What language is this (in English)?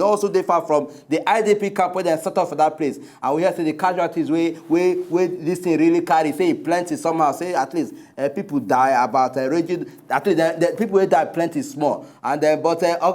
Nigerian Pidgin